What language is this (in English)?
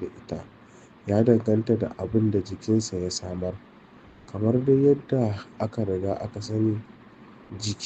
Hausa